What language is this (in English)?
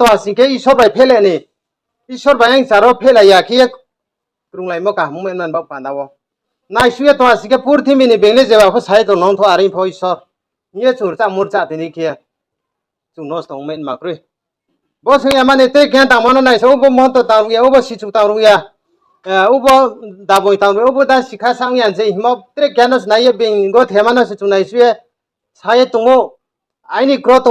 Riang (India)